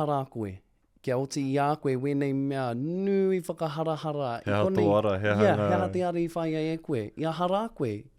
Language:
Māori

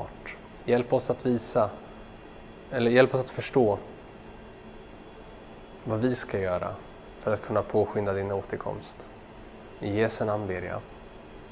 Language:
Swedish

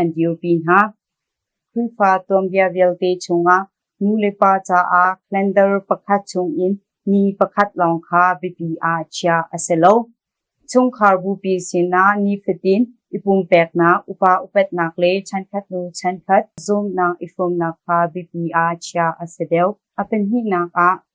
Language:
Hakha Chin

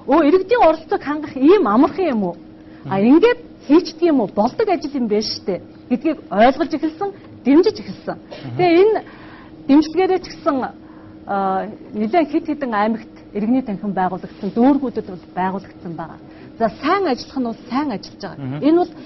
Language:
Mongolian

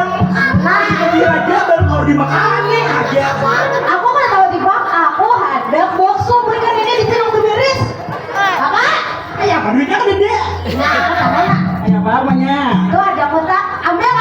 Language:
Banjar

